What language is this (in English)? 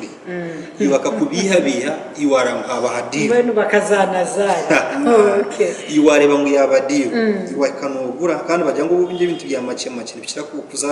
Nyankole